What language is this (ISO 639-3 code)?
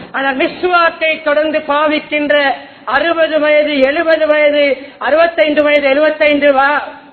tam